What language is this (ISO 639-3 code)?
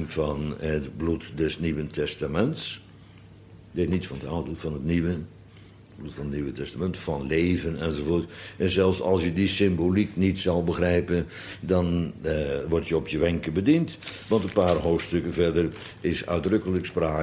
nld